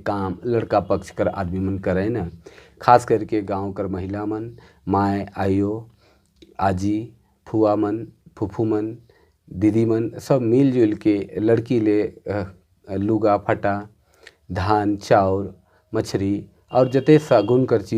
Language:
Sadri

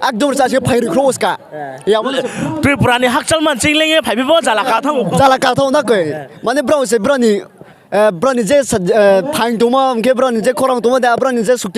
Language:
Riang (India)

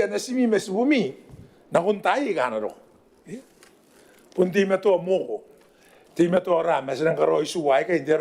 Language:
Gilbertese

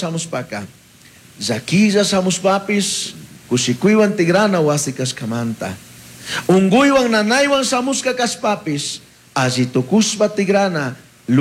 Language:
Chimborazo Highland Quichua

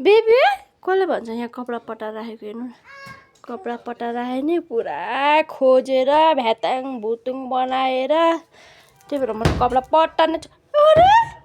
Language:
Nepali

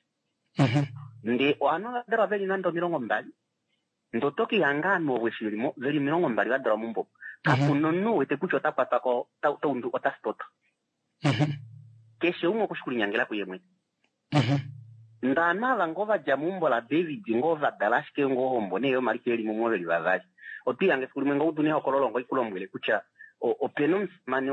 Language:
Kuanyama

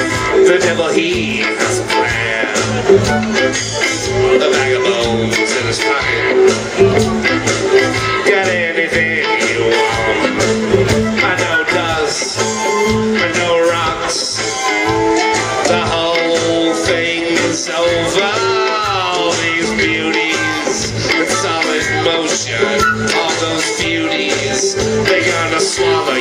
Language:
English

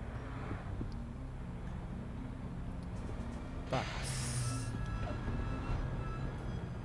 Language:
Japanese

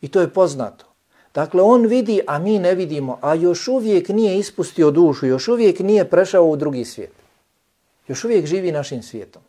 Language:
Bosnian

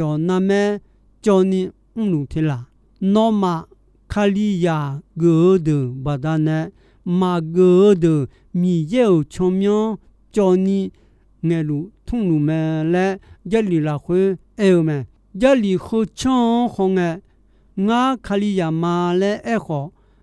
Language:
Akha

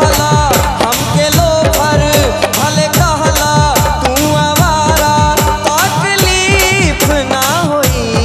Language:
Bhojpuri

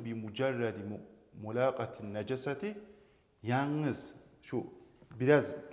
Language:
Kumyk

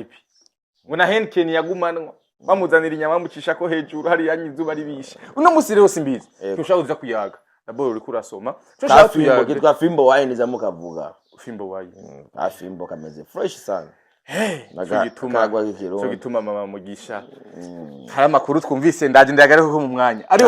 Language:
Rundi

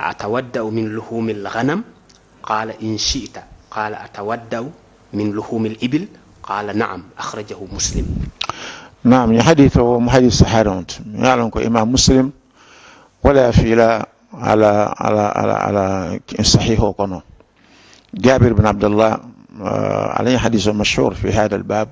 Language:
Mandingo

